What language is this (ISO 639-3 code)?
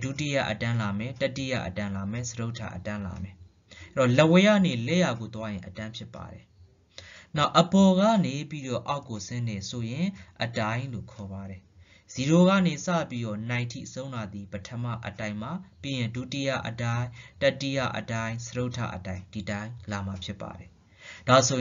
mya